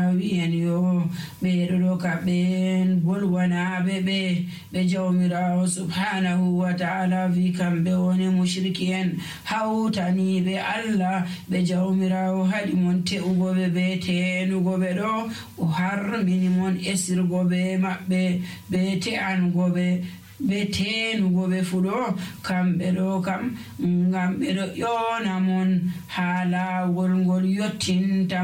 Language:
Nigerian Fulfulde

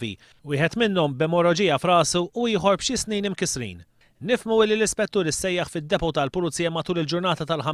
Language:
Maltese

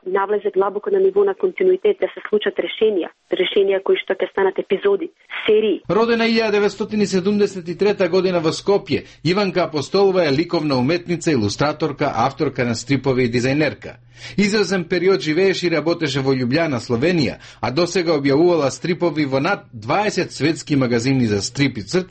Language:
Macedonian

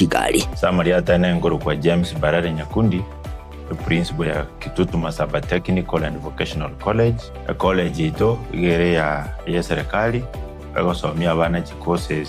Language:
Gusii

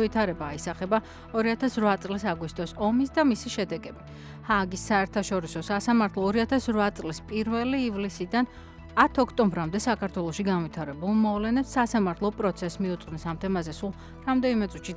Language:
Georgian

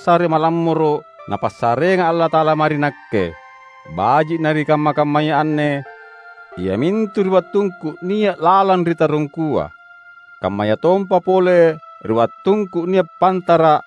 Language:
Makasar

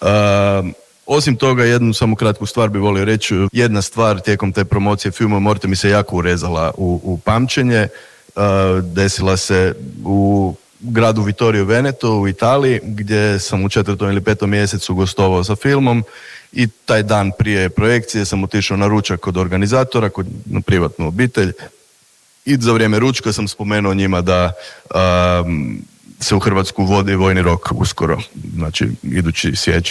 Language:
Croatian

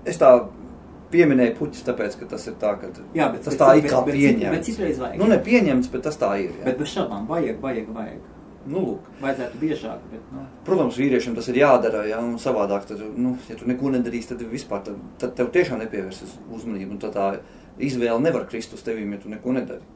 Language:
Latvian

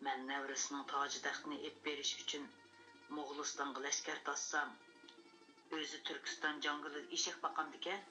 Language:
Uyghur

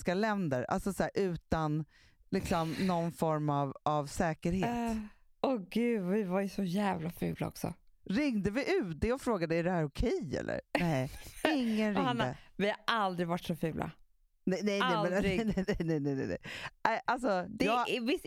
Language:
Swedish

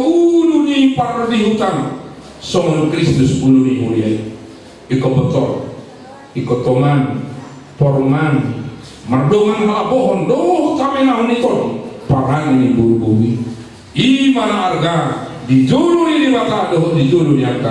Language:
Batak Toba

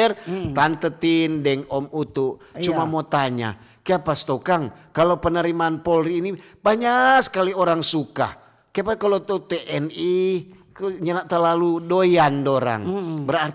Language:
Manado Malay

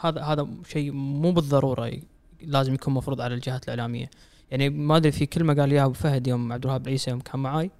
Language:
Gulf Arabic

